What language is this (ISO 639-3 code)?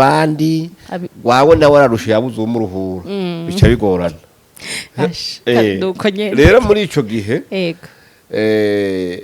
run